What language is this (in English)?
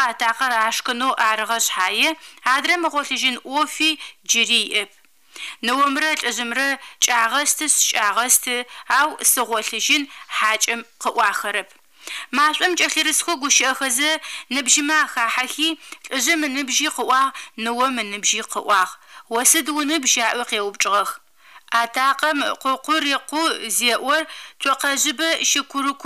Adyghe